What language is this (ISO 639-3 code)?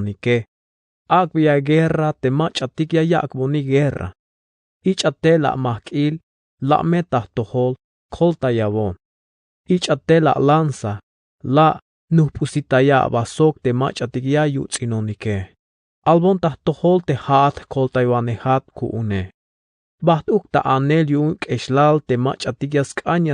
tzh